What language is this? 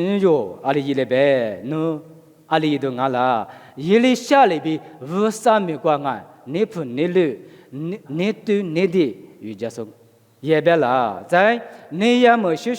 Lisu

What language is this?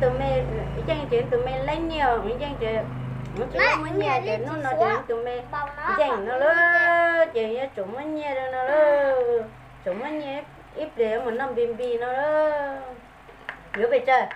Hmong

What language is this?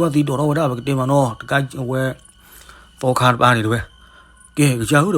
S'gaw Karen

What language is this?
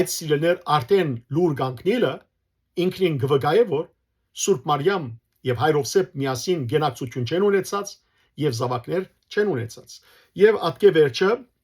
Western Armenian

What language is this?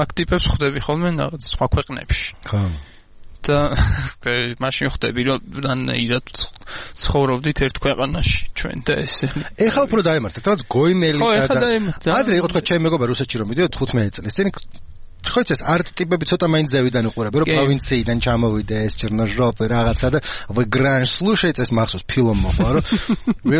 Georgian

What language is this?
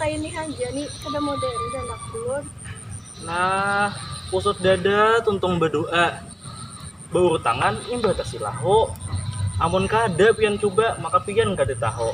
Banjar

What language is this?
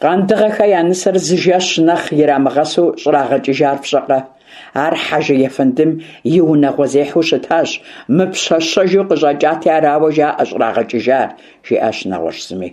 Kabardian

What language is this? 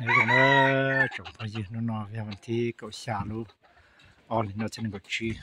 Hmong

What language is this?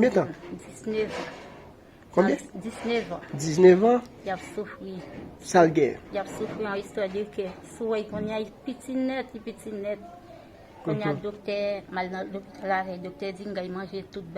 Haitian Creole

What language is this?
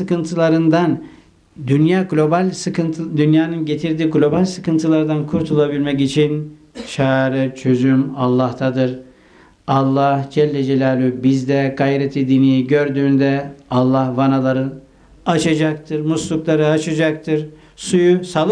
Turkish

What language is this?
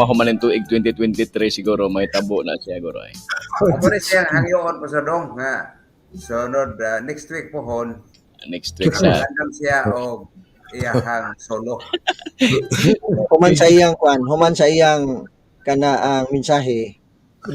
Cebuano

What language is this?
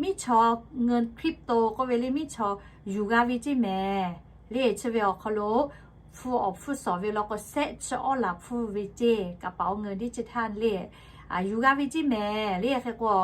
Lahu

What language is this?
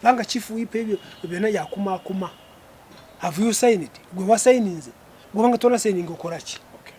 Ganda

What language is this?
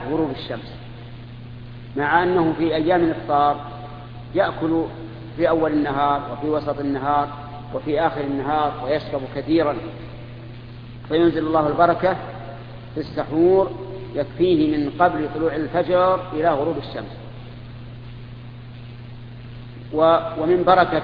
Arabic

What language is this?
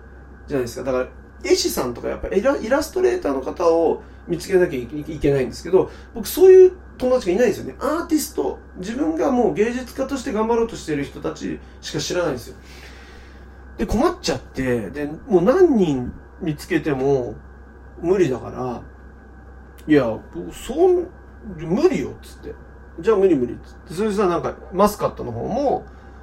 Japanese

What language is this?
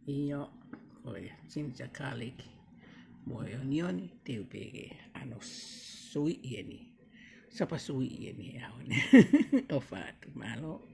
Tongan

